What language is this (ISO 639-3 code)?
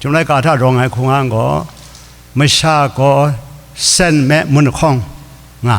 kac